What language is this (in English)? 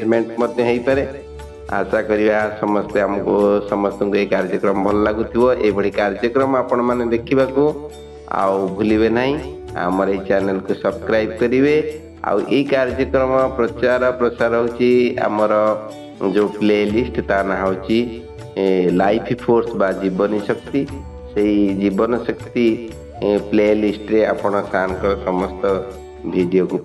Odia